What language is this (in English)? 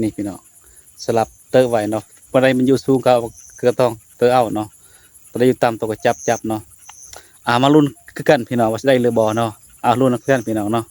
Northeastern Thai